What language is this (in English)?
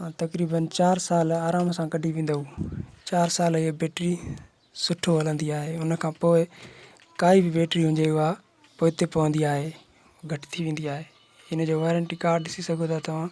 Sindhi